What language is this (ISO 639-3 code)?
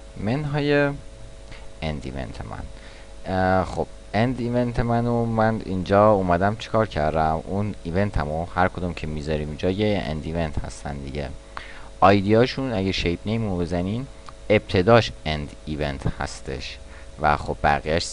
fas